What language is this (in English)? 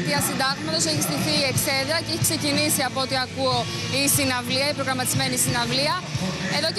Greek